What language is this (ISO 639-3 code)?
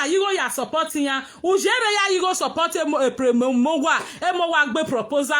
pcm